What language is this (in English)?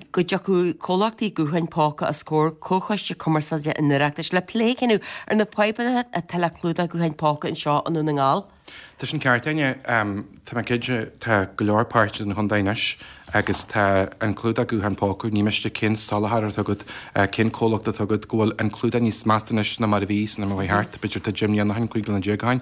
Irish